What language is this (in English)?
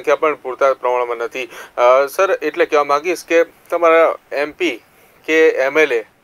Gujarati